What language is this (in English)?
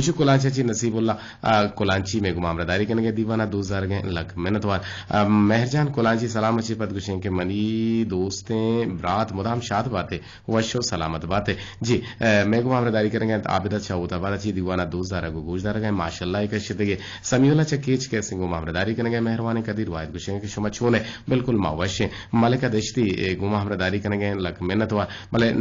Eastern Balochi